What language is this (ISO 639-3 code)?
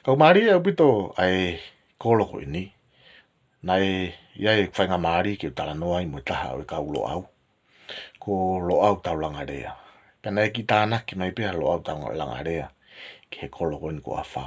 ton